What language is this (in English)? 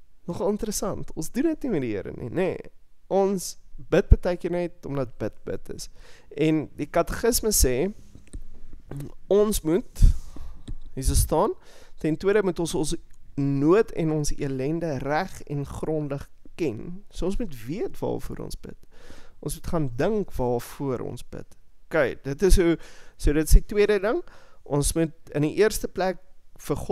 Afrikaans